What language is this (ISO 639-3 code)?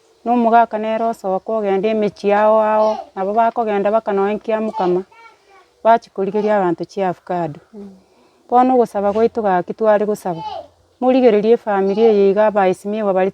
guz